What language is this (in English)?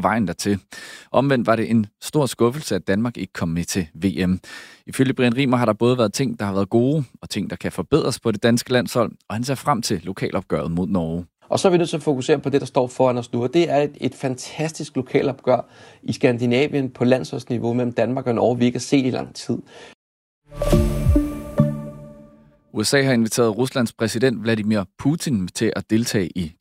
Danish